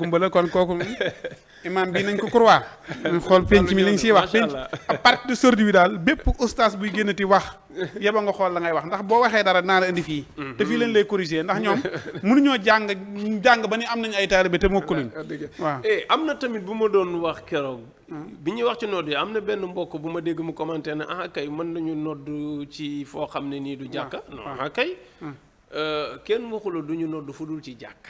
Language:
Wolof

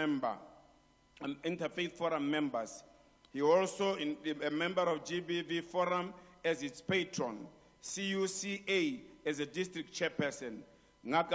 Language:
Tswana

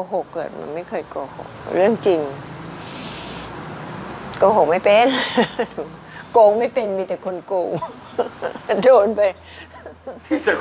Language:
Thai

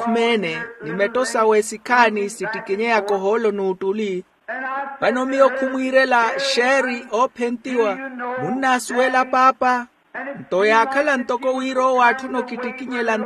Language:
Makhuwa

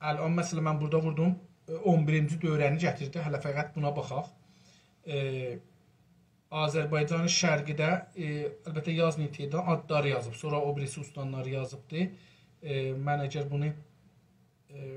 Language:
South Azerbaijani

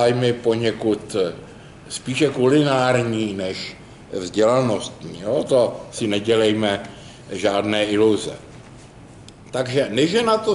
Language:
Czech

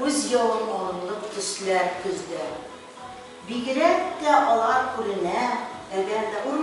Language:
Tatar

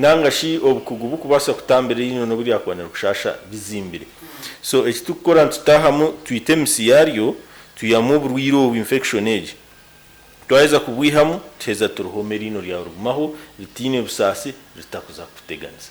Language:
Nyankole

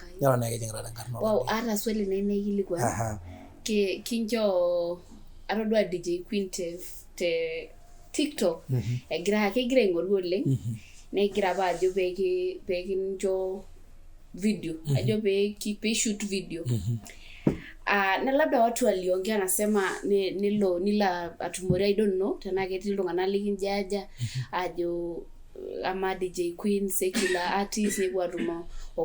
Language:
Masai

